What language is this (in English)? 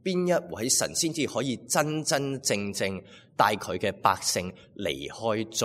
Cantonese